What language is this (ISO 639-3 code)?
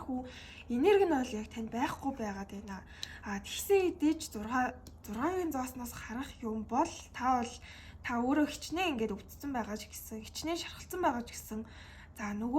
mon